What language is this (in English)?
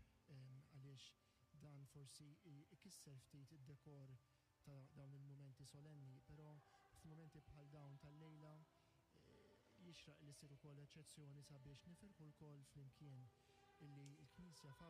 Maltese